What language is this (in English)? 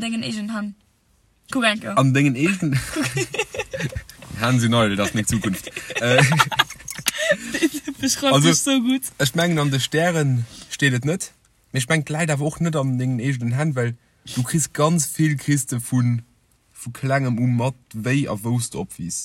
Luxembourgish